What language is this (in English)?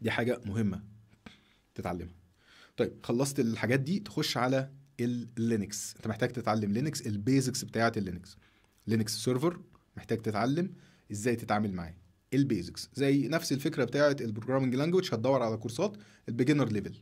Egyptian Arabic